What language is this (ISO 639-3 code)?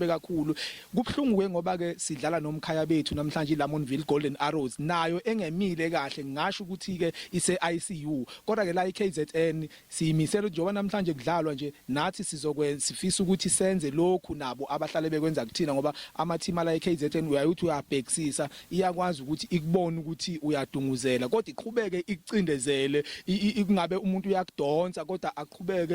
zul